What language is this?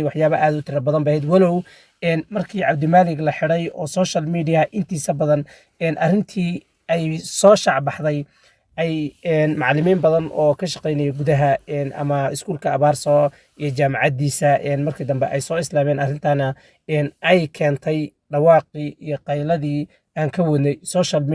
Somali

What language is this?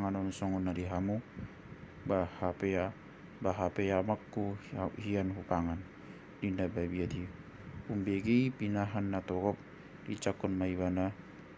Batak Toba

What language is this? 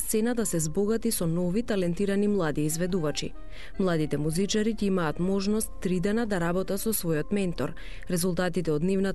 Macedonian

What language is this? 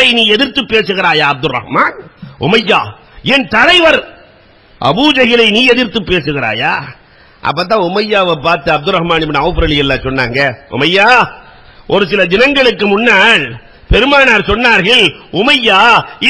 Tamil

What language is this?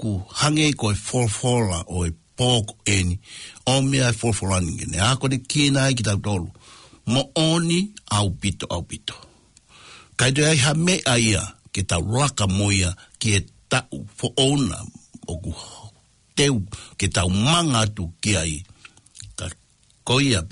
Tongan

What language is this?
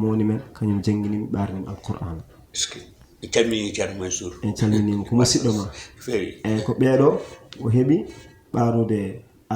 Fula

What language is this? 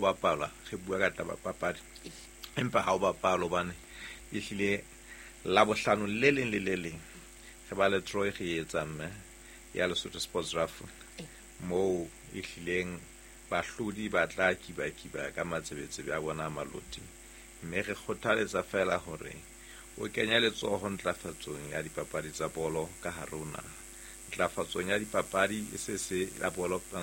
Southern Sotho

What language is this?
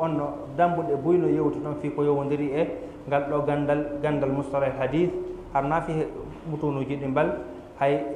Fula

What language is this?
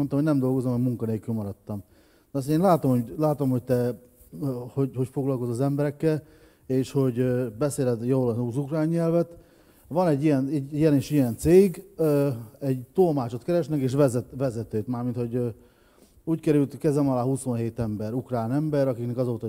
Hungarian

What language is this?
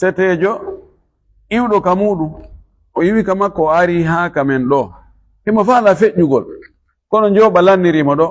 Fula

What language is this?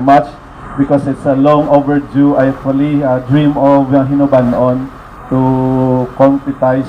Hiligaynon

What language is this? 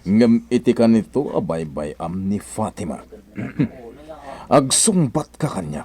Iloko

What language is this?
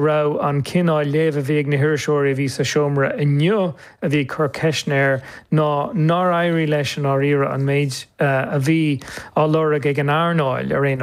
Irish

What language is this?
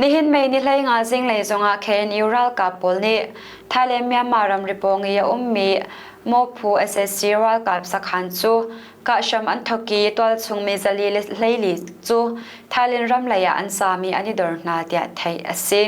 Hakha Chin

